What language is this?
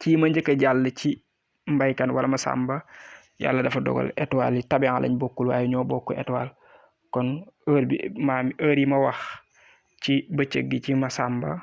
Wolof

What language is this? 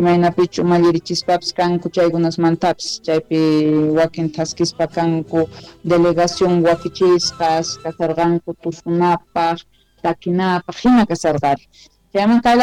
South Bolivian Quechua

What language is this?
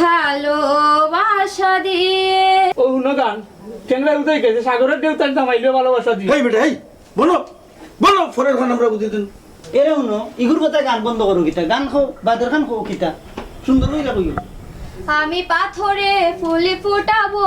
Sylheti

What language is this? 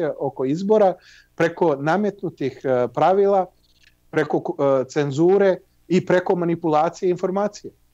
Serbian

